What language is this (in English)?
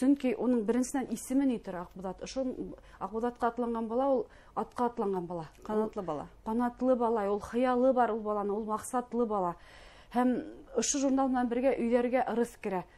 Bashkir